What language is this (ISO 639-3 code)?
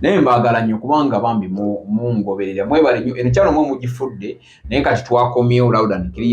lug